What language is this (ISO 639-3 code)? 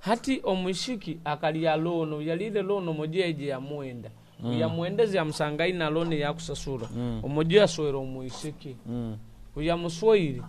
nyo